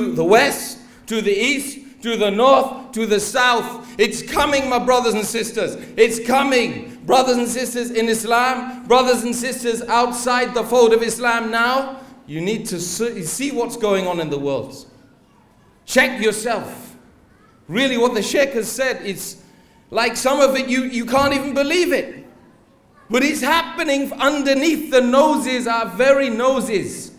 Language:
English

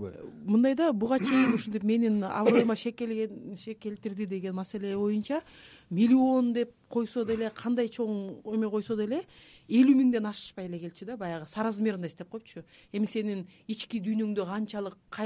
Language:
Kyrgyz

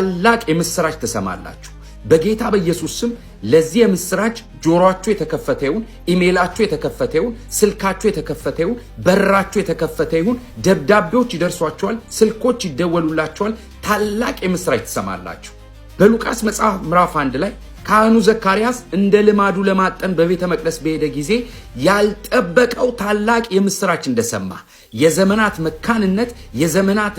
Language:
Amharic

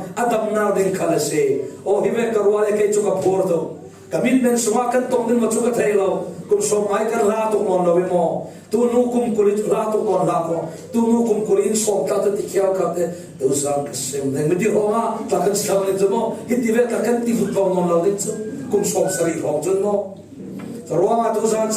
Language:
Falam Chin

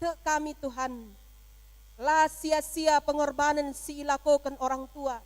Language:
Batak Karo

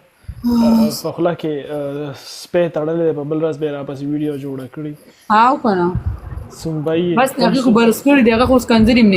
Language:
Pashto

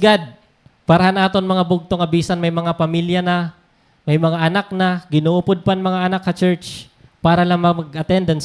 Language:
Waray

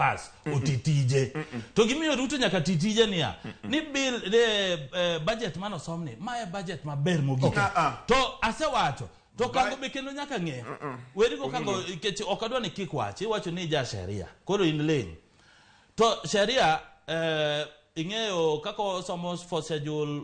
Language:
Luo (Kenya and Tanzania)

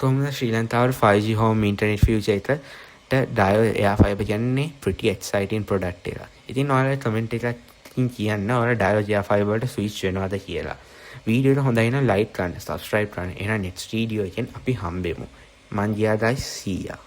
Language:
Sinhala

